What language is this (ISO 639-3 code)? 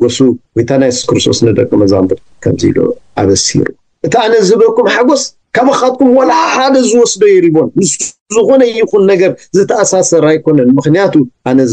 tir